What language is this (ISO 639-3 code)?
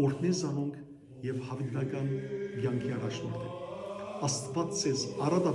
hyw